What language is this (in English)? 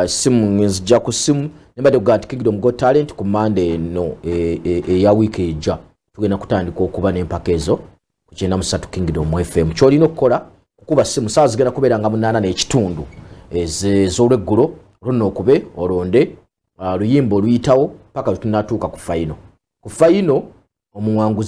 Ganda